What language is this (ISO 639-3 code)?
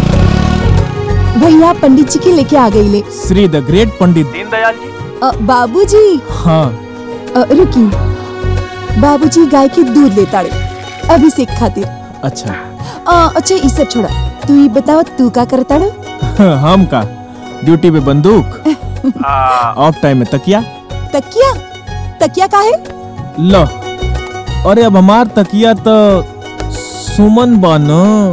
bho